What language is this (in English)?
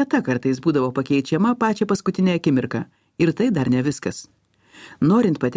Lithuanian